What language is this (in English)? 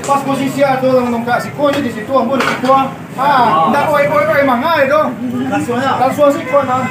Minangkabau